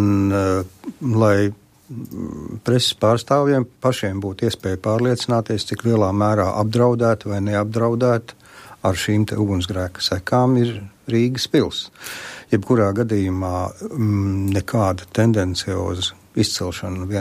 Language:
Latvian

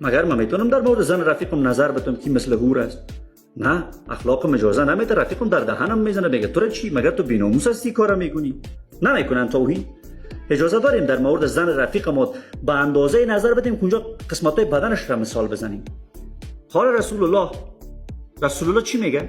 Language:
Persian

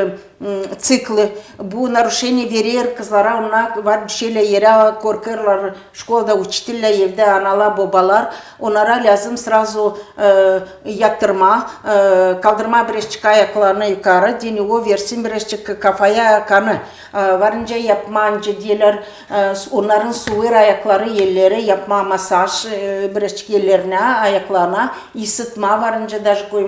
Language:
Gagauz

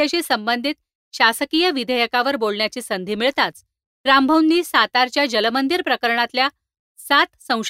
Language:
Marathi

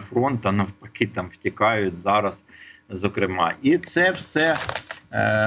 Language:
Ukrainian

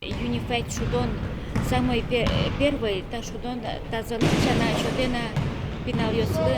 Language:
Udmurt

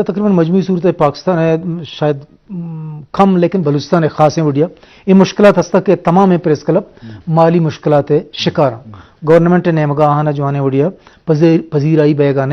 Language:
Eastern Balochi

